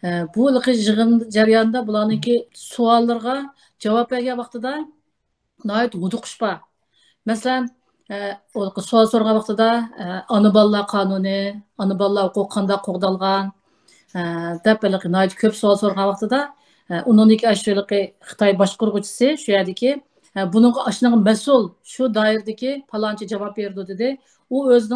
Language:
Uyghur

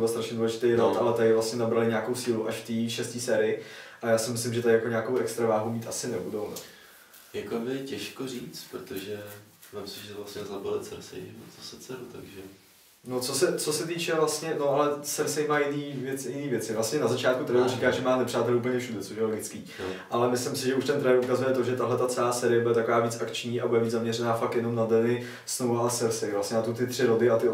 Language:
Czech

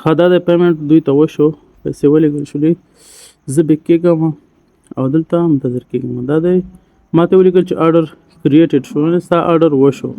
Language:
Pashto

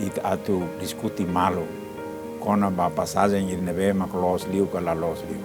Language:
Tetum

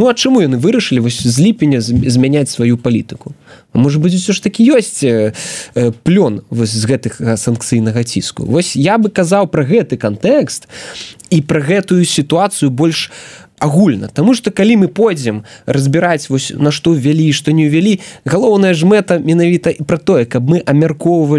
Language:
Belarusian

